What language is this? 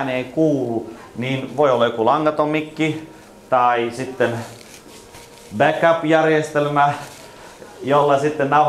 Finnish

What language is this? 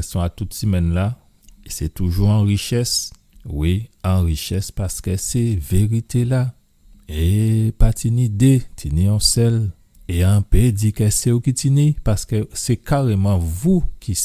Guadeloupean Creole French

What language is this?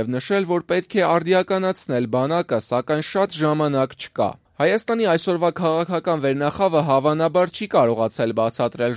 Armenian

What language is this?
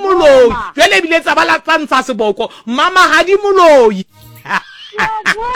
Southern Sotho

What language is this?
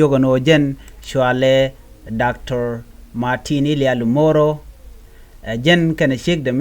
Nuer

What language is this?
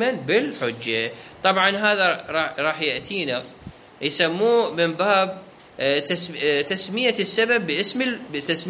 Mesopotamian Arabic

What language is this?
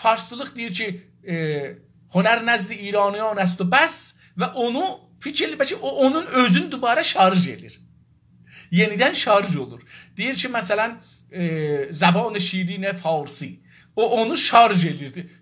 South Azerbaijani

